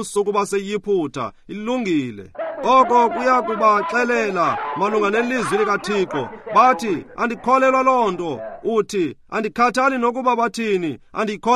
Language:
Xhosa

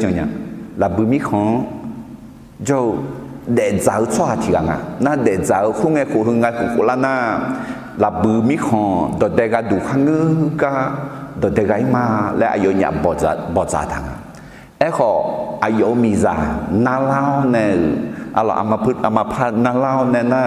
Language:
Akha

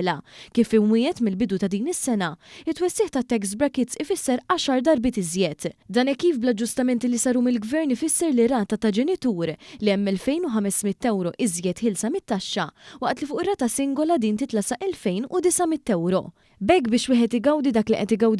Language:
Maltese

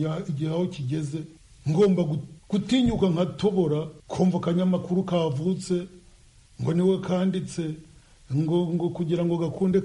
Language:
Kinyarwanda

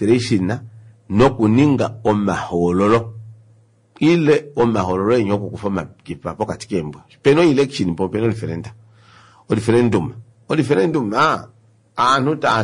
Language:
Kuanyama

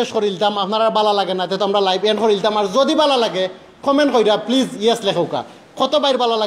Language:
Sylheti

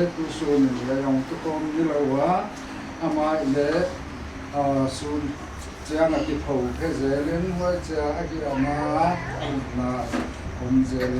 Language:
Paite Chin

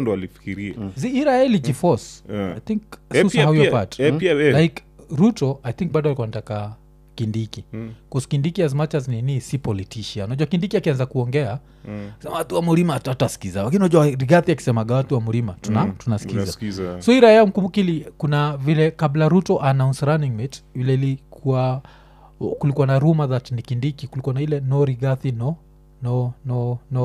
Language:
Swahili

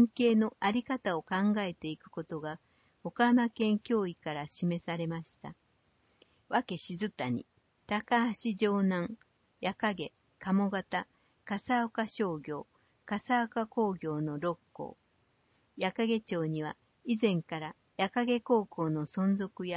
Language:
Japanese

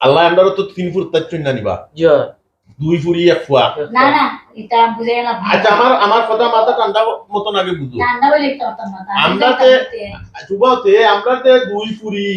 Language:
Sylheti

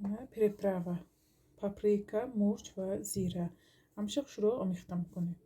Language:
Tajik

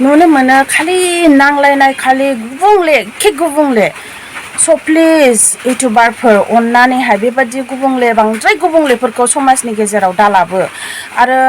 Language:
Bodo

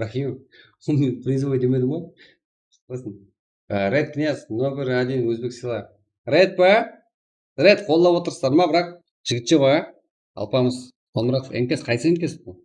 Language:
Kara-Kalpak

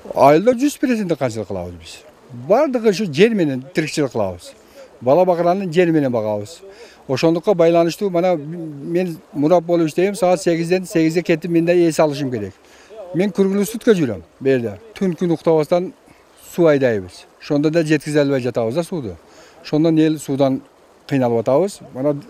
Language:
Kyrgyz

